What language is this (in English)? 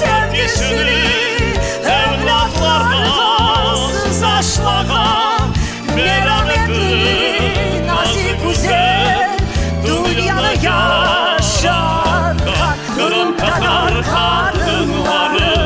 Crimean Tatar